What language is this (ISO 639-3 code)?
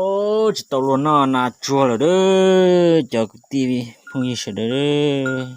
hmn